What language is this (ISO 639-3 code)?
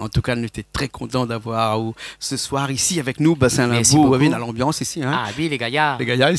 rcf